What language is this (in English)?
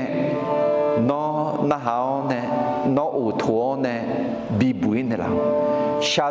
Akha